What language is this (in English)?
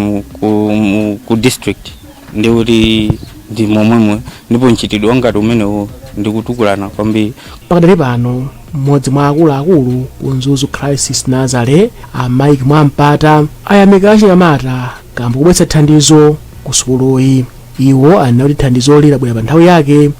Nyanja